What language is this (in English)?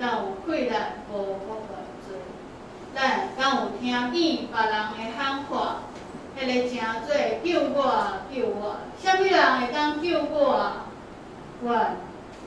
Min Nan Chinese